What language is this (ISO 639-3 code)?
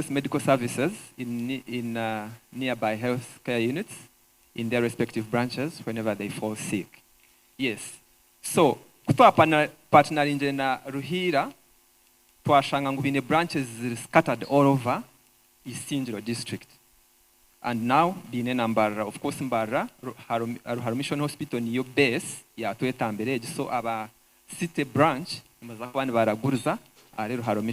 nyn